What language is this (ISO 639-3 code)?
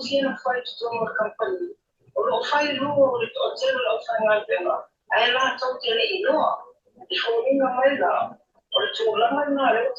smo